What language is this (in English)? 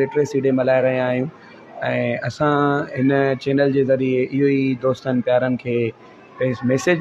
Sindhi